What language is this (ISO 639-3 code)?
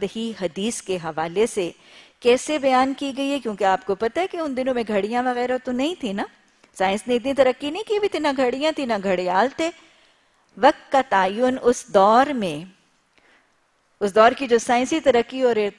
urd